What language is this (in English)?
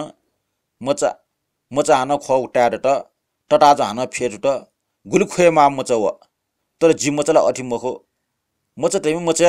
Newari